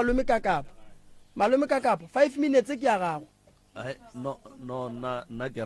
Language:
Northern Sotho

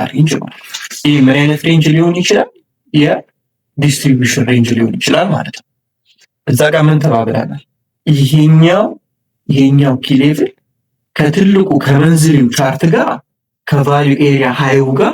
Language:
Amharic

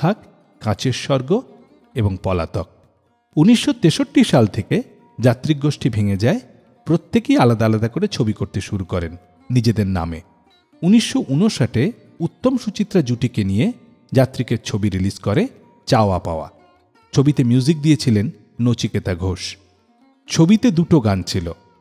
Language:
Bangla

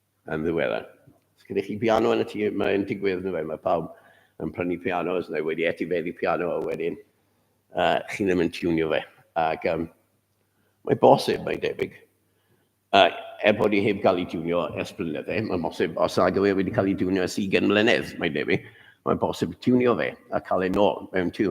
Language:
Welsh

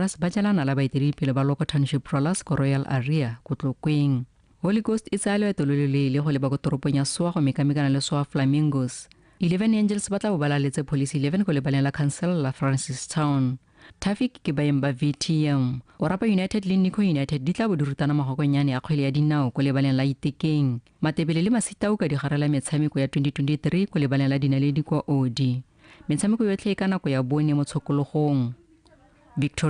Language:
Tswana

